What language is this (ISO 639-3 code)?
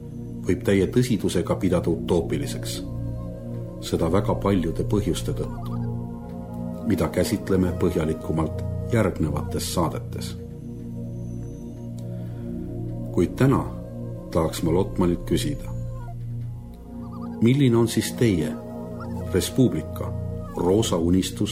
est